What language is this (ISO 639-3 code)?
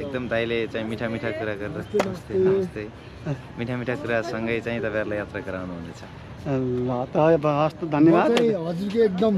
nep